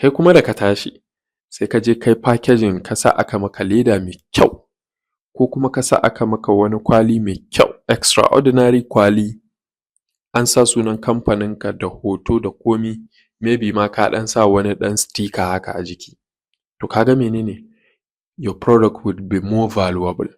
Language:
Hausa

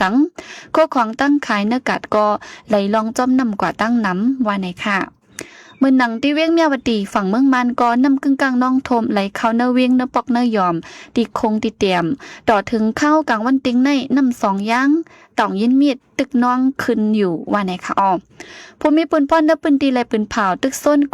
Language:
Shan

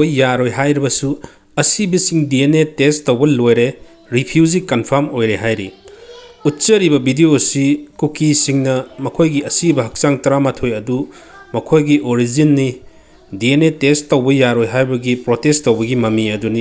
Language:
Manipuri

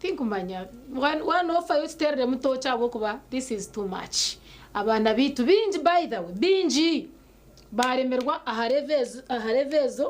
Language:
Nyankole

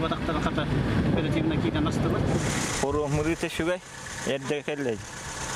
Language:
Yakut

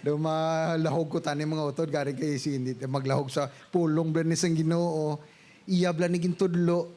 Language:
Hiligaynon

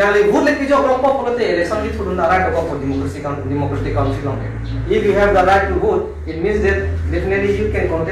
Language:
Karbi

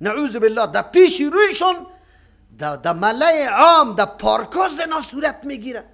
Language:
Persian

